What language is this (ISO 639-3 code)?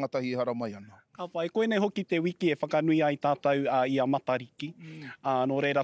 mri